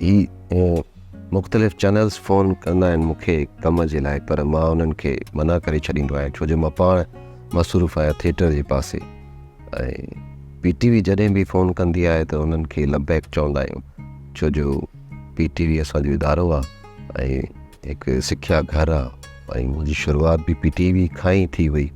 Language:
Sindhi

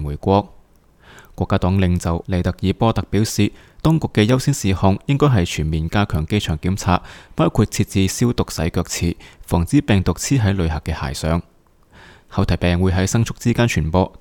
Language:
Cantonese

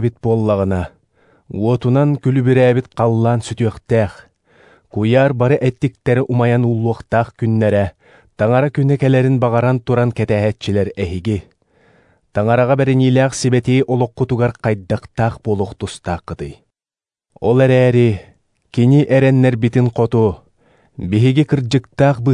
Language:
Yakut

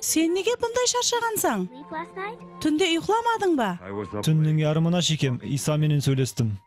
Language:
Kara-Kalpak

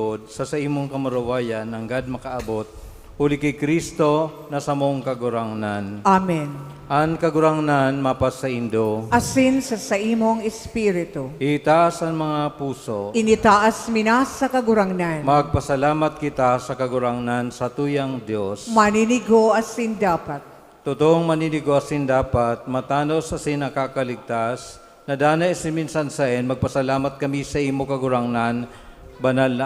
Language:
Bikol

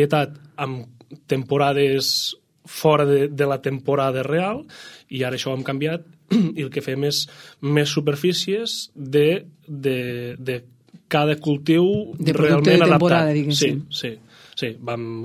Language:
Catalan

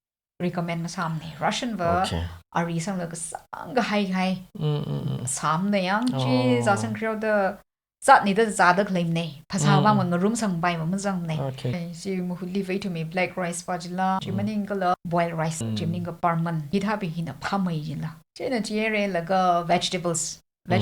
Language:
Tangkhul Naga (India)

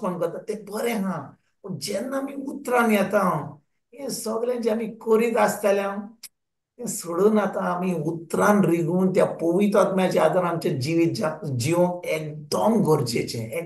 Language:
Konkani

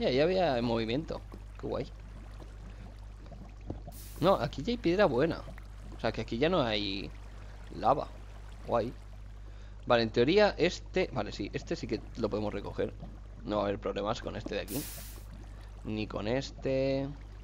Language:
Spanish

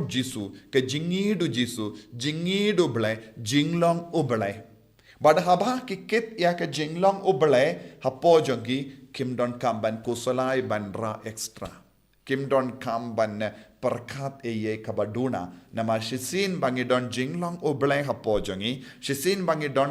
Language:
Khasi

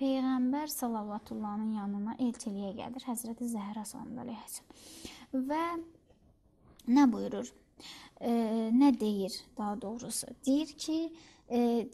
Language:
Azerbaijani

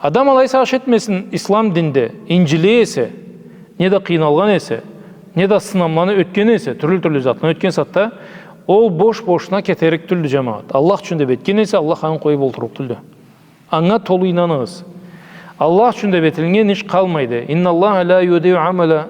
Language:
Karachay-Balkar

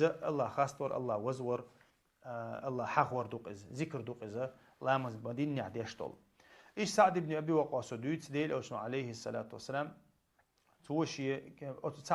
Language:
Chechen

